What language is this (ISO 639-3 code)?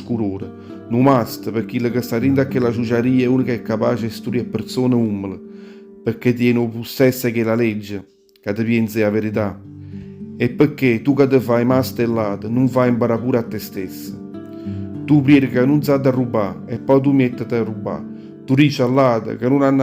nap